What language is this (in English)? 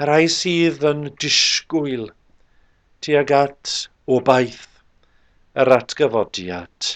Welsh